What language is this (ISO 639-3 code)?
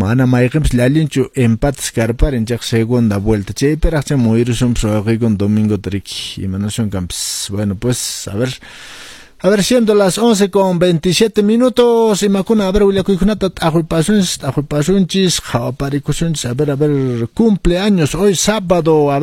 que